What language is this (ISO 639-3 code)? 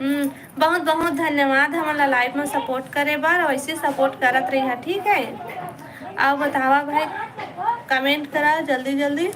hne